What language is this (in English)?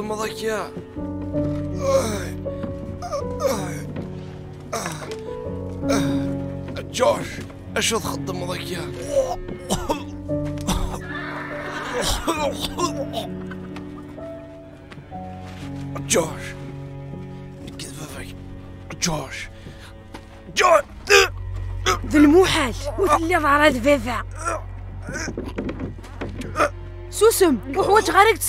Kabyle